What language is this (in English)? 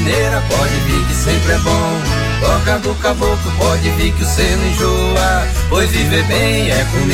Portuguese